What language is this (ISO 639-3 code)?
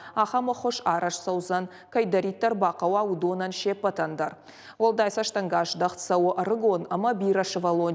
oss